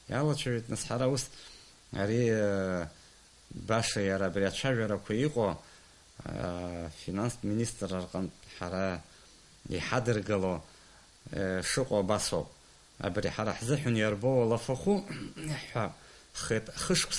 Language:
Abkhazian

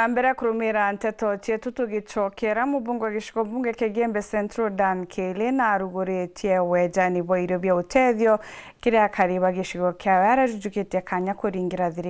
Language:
Meru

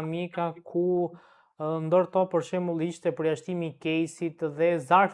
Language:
Albanian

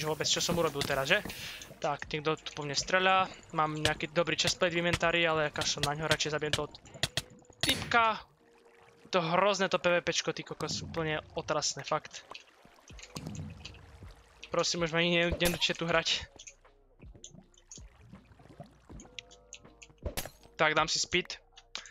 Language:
Slovak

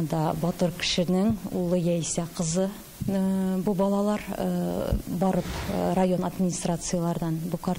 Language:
Tatar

